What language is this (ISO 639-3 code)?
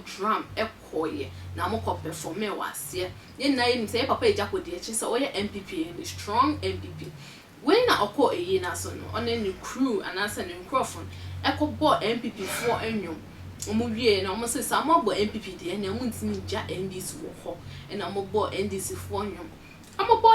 aka